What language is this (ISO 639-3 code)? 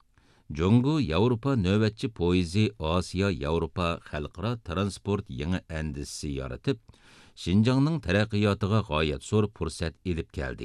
uig